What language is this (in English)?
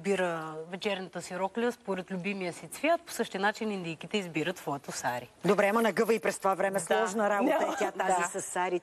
Bulgarian